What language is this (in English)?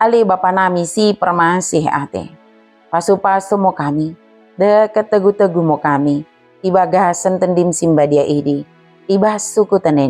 Batak Dairi